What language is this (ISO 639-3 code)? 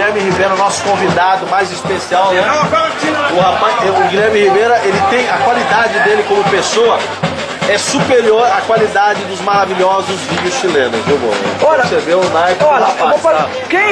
por